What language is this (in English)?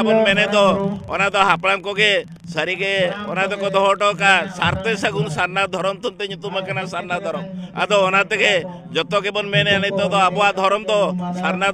Santali